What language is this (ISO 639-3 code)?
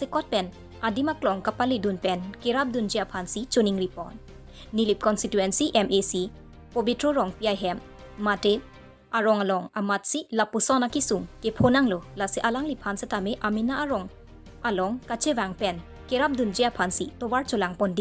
mjw